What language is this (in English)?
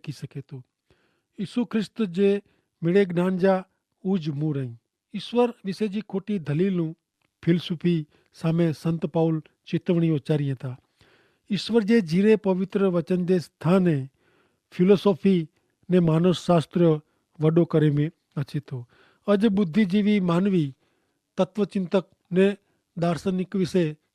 Kachhi